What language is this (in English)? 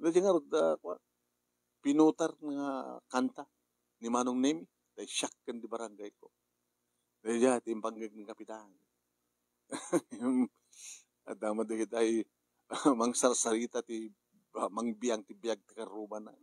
Iloko